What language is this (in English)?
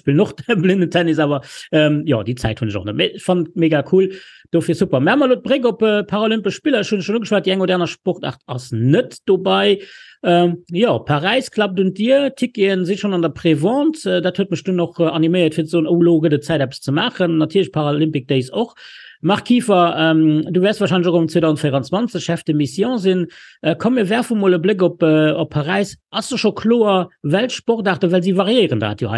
Luxembourgish